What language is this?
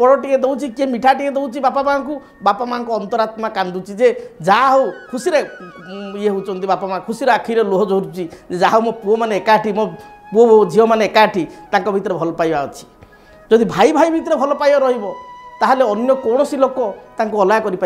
Odia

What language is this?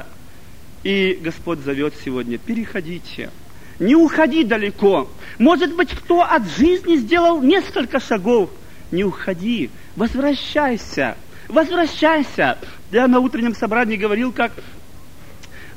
Russian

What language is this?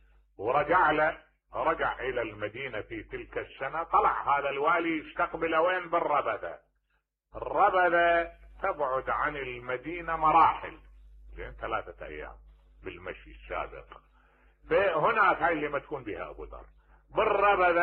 Mesopotamian Arabic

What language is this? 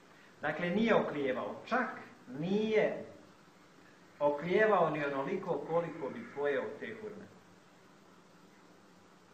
Bosnian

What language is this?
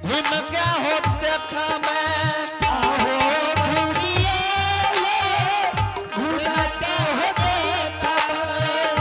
Angika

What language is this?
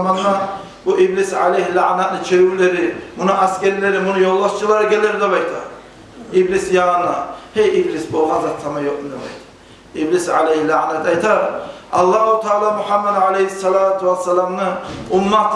Kumyk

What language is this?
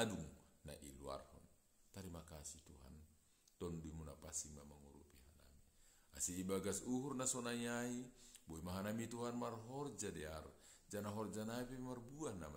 Batak Simalungun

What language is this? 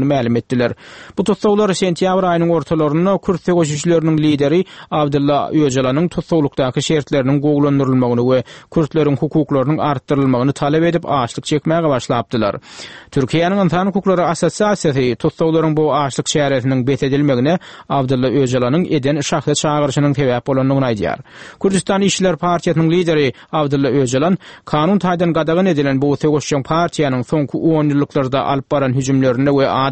Turkmen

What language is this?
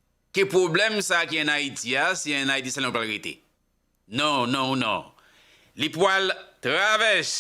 Haitian Creole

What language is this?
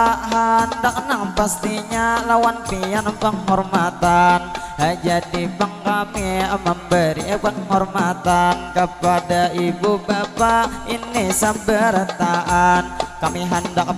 Banjar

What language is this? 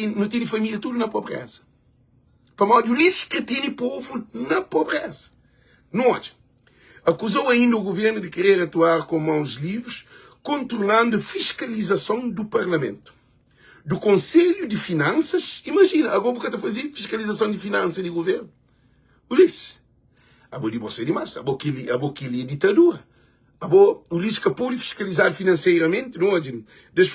Kabuverdianu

